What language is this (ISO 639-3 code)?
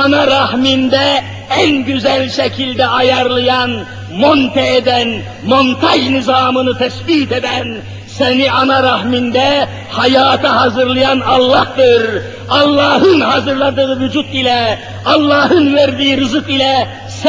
tur